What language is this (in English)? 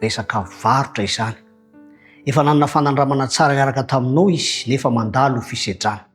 Malagasy